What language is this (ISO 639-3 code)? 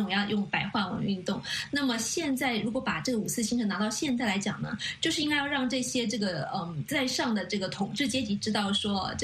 zho